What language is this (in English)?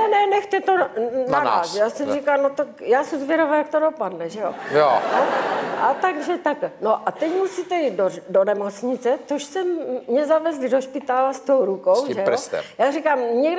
Czech